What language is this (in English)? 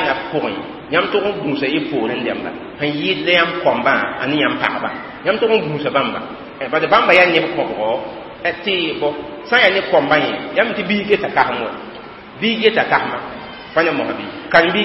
Mossi